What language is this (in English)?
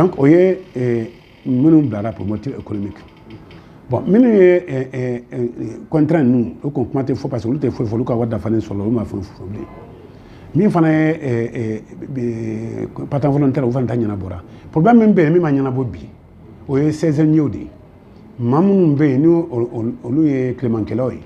Bambara